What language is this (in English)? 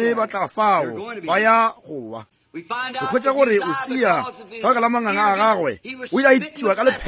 Northern Sotho